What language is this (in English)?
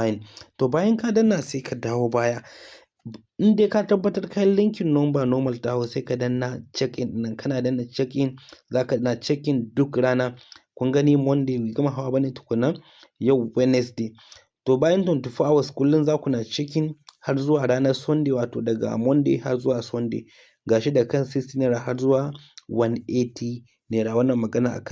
Hausa